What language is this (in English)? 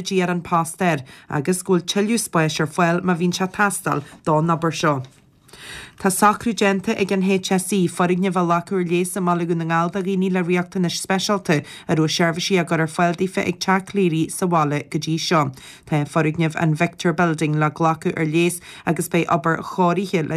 Irish